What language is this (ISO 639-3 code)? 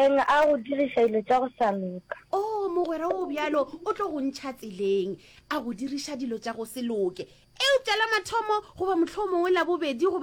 nso